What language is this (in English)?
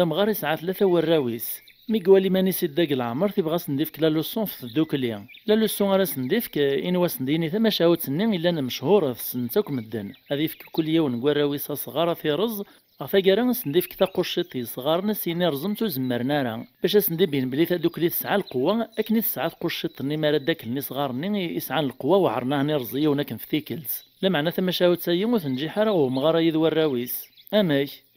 Kabyle